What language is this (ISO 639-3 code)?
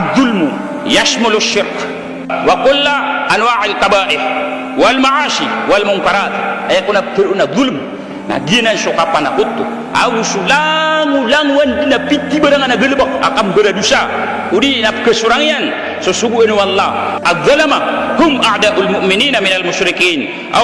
mrw